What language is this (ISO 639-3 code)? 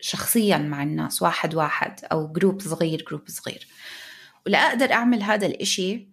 apc